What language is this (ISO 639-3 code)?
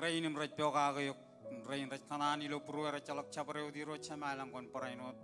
mah